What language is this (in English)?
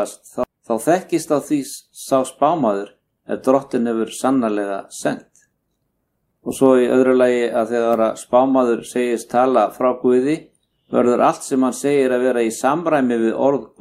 Icelandic